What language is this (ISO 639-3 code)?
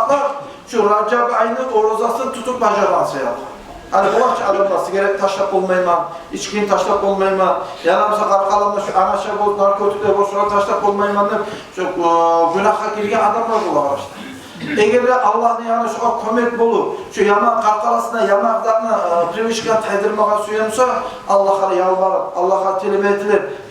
kum